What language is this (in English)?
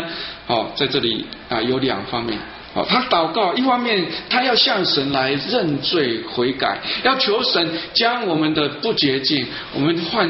Chinese